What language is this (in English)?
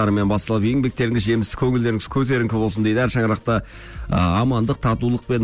Kazakh